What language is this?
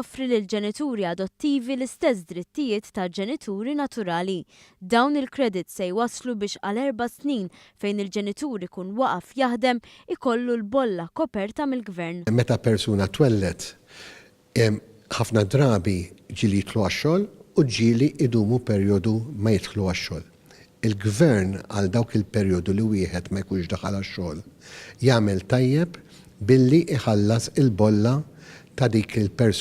Maltese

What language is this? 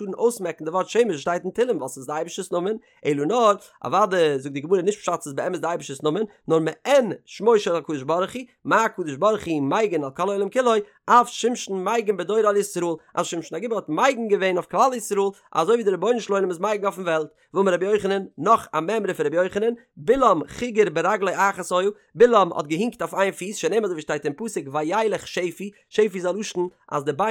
Yiddish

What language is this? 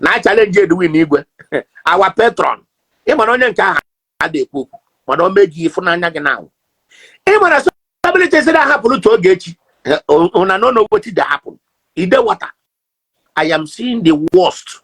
Igbo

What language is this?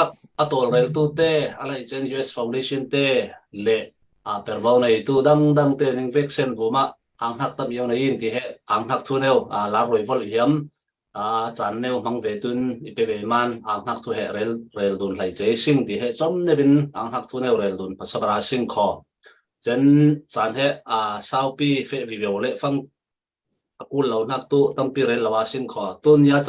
Falam Chin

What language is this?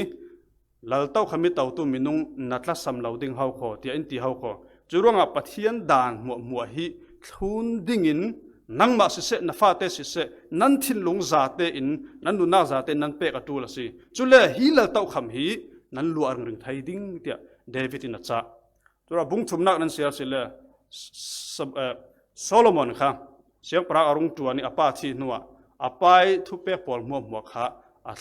Falam Chin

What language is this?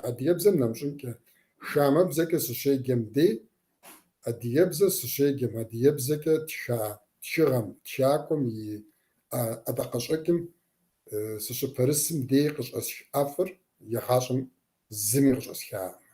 Kabardian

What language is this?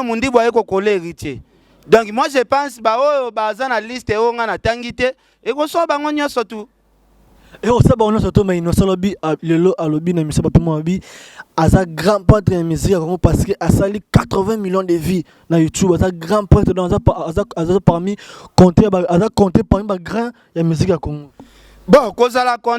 Lingala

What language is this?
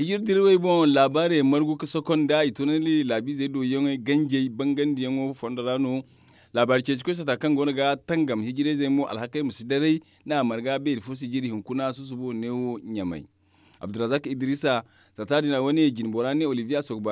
Zarma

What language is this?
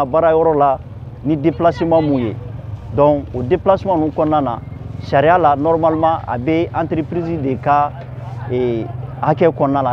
Bambara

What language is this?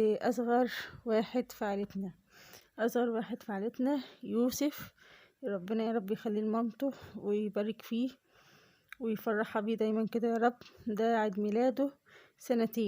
Egyptian Arabic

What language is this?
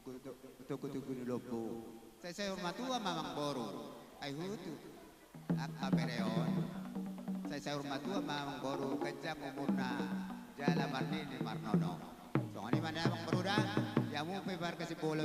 Batak Toba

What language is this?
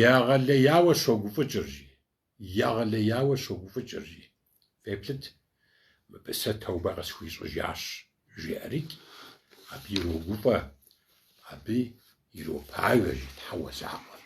Kabardian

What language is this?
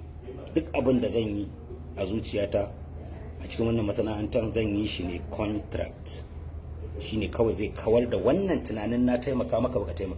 Hausa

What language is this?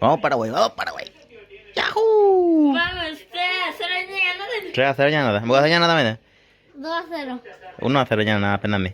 Guarani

